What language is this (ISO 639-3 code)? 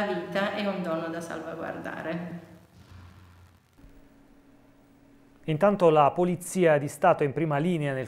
ita